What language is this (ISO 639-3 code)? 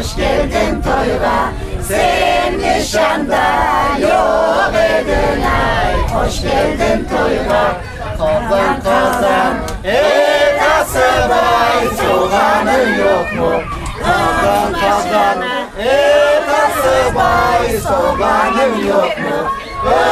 crh